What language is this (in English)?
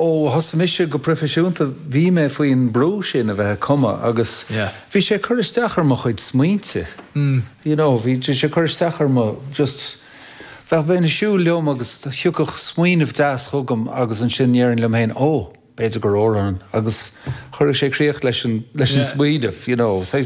Irish